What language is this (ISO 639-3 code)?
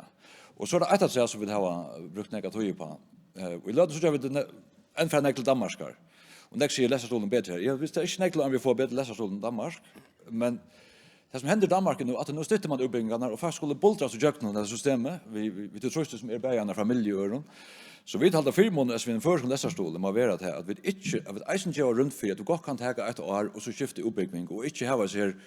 fao